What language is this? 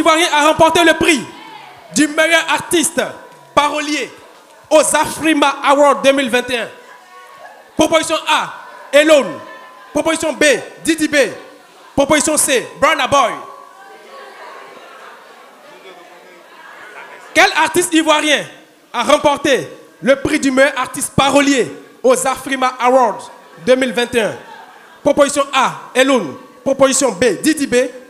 French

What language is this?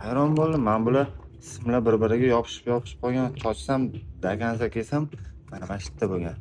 Uzbek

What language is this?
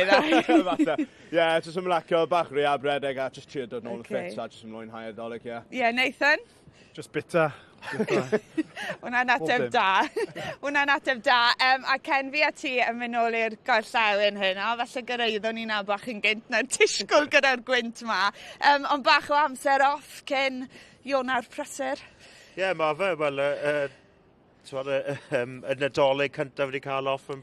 Welsh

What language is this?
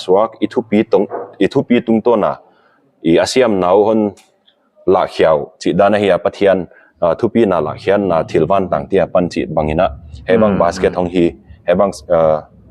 Paite Chin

